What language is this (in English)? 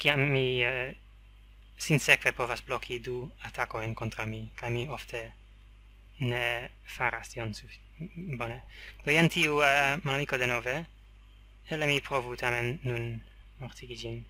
Esperanto